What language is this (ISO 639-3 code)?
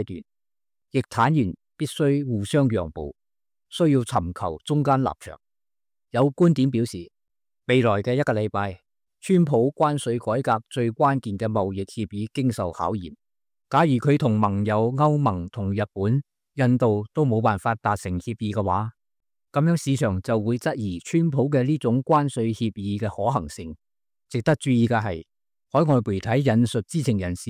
yue